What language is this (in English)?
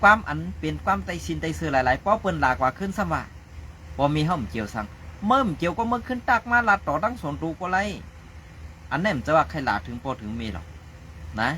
Shan